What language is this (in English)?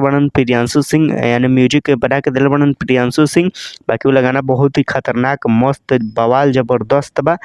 Bhojpuri